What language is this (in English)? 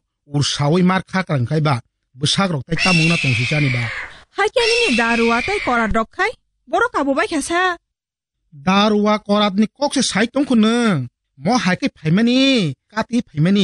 Kok Borok